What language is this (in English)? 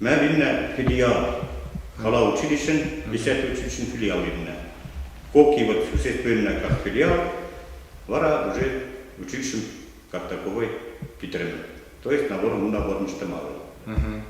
Western Mari